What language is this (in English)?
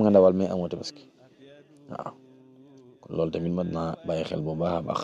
Wolof